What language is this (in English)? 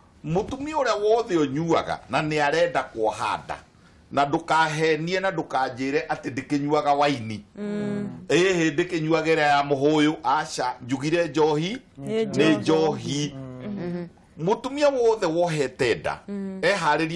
Kikuyu